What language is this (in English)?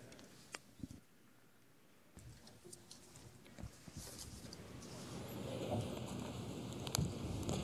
Chinese